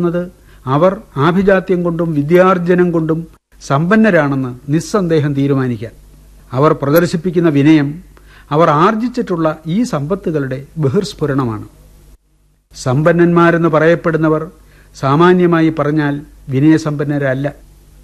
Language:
Malayalam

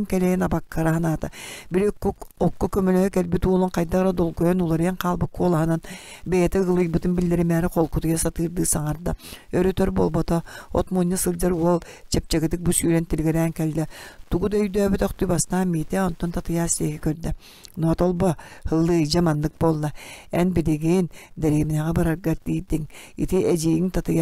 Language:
Yakut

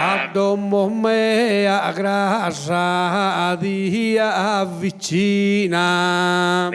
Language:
Sardinian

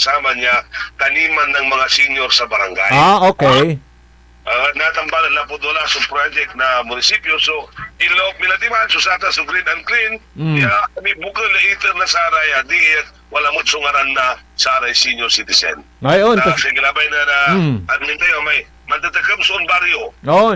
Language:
Pangasinan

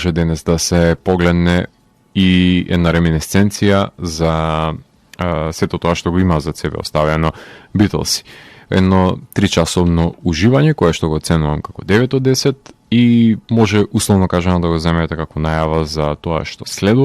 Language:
Macedonian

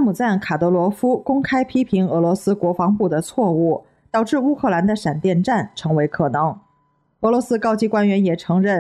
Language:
Chinese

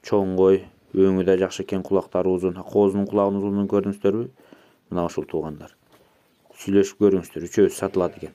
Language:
Kyrgyz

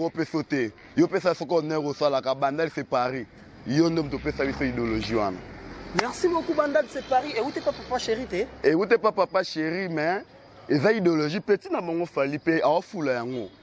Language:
Lingala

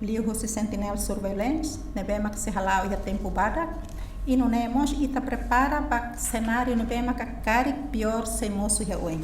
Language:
Tetum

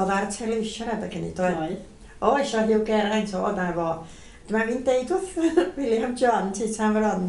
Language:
Welsh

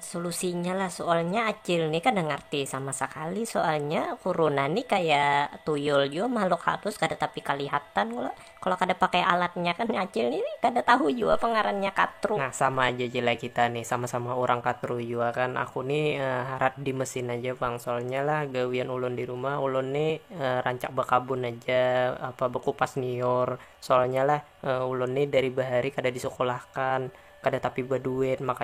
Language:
Banjar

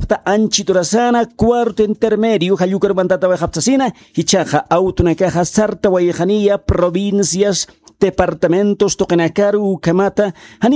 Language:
Aymara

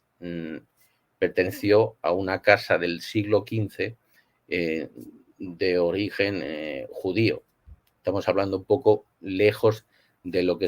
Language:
Ladino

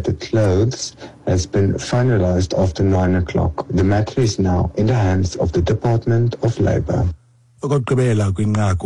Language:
Xhosa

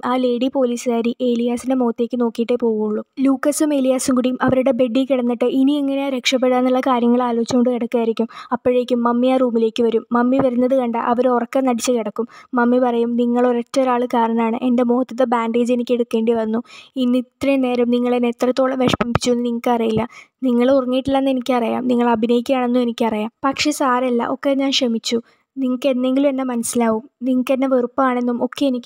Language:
Malayalam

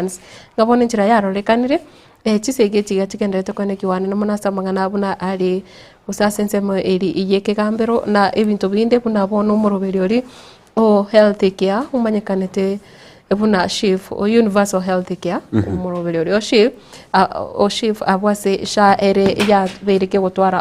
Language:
Gusii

